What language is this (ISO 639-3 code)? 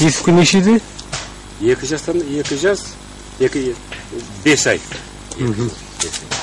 kaz